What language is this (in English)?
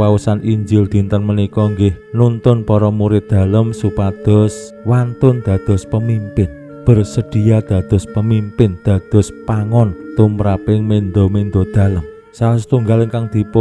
Javanese